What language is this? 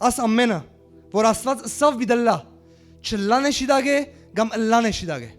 Western Armenian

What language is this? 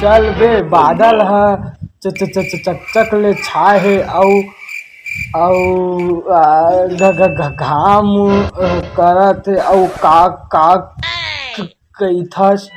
Chhattisgarhi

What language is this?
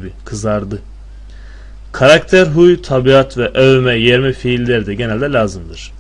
Turkish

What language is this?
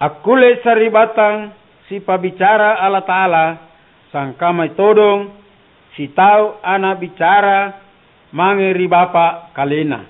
Makasar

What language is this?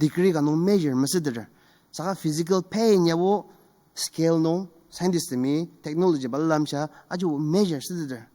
Ao Naga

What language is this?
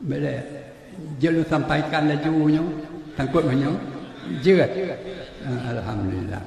Achinese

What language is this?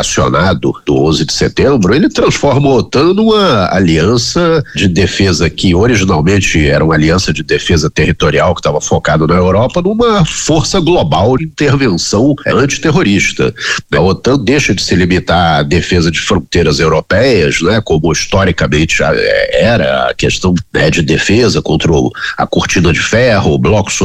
Portuguese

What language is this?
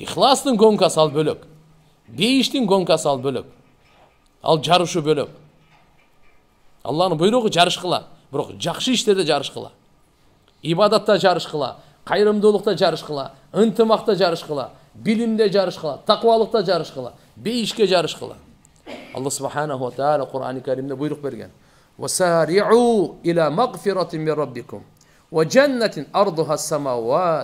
Kyrgyz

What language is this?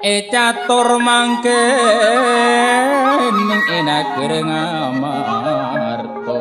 Madurese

